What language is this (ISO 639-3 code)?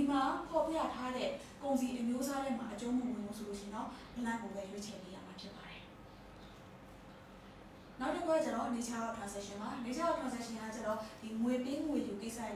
mya